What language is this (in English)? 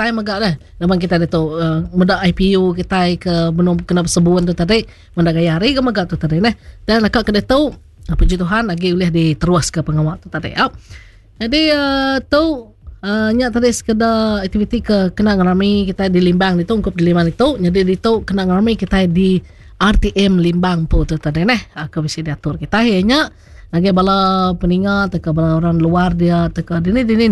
Iban